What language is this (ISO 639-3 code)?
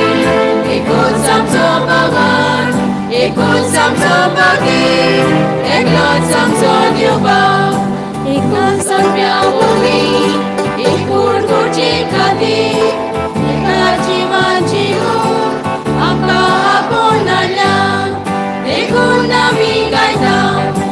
kok